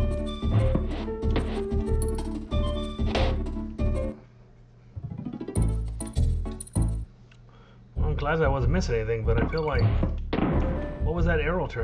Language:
English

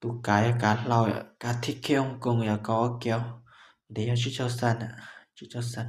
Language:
Hmong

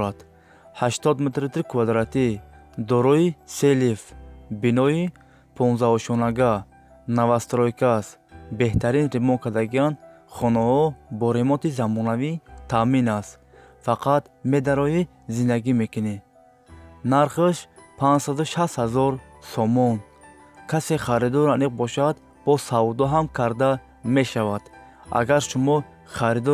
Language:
Tajik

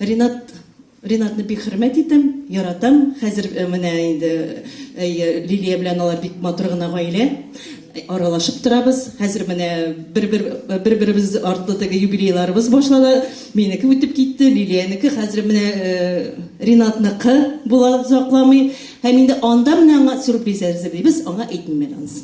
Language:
Tatar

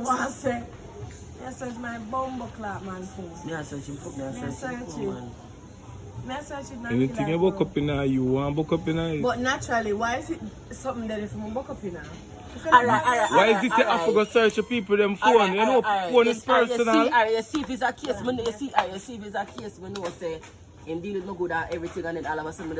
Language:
Jamaican Creole English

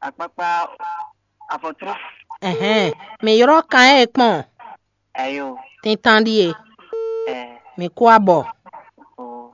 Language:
Fon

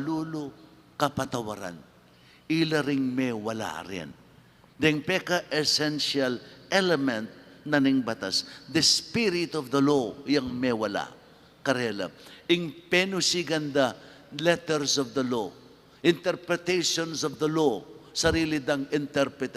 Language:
Pampanga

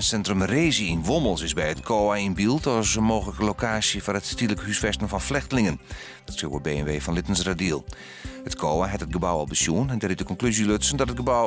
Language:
Western Frisian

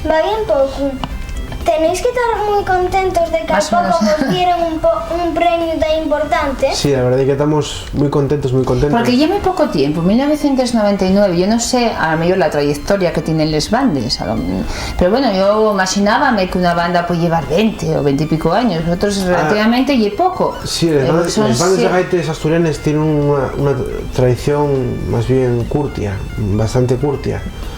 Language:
Asturian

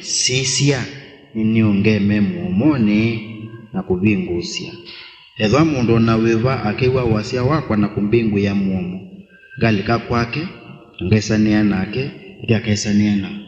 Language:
Kamba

